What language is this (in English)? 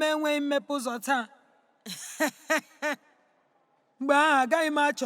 Igbo